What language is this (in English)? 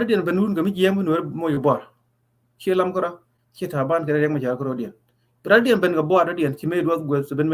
Nuer